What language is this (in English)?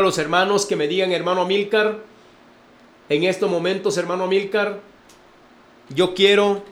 Spanish